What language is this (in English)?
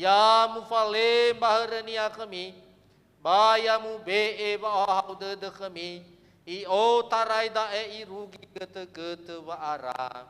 Nias